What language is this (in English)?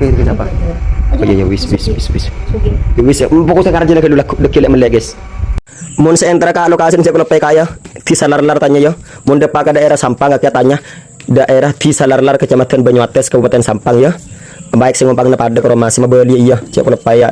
Madurese